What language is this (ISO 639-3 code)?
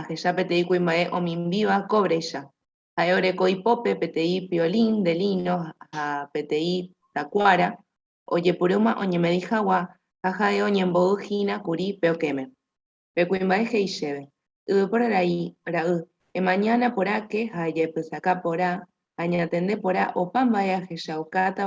grn